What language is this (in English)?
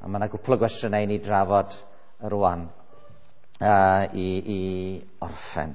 Welsh